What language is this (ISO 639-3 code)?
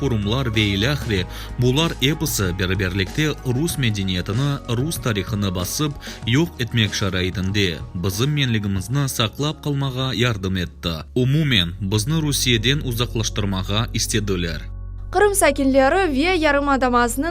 crh